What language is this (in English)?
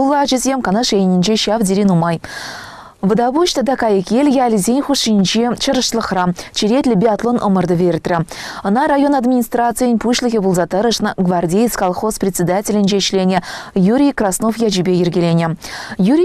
Chuvash